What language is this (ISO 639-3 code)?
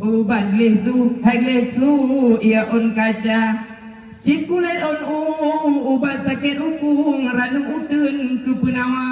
ace